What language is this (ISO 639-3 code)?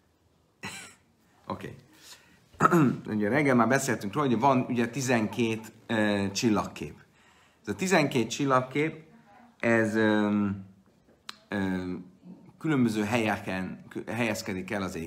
hun